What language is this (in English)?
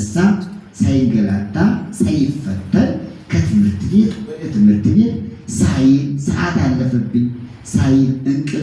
Amharic